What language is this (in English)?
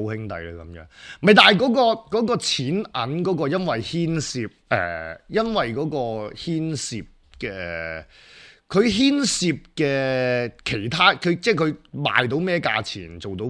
Cantonese